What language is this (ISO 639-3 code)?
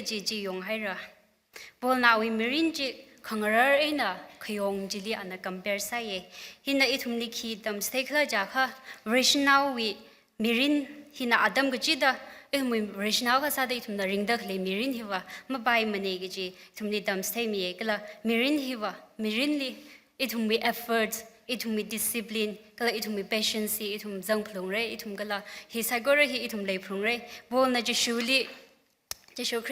nmf